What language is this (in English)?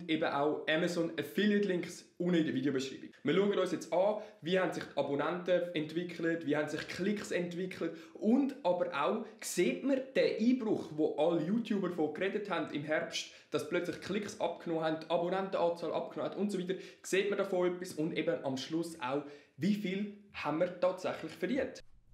Swiss German